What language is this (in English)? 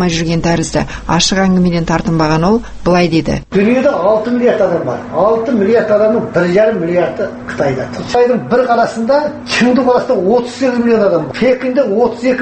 Kazakh